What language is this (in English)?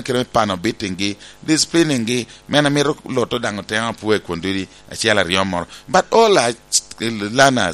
Lango (Uganda)